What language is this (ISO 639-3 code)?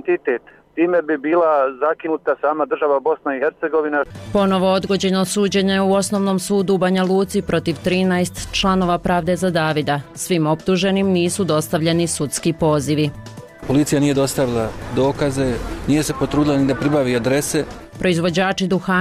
bos